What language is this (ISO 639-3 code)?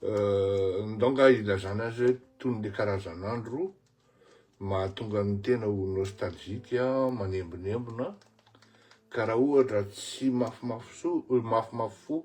mlg